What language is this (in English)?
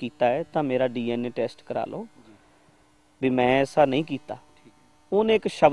Punjabi